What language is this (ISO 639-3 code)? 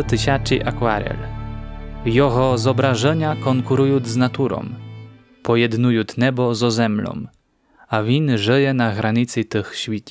rue